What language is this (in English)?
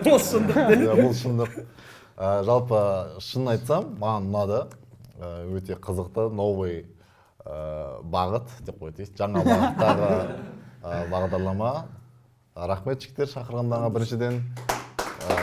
Kazakh